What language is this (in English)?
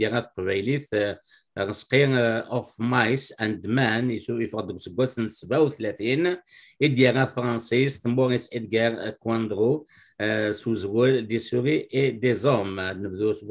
Kabyle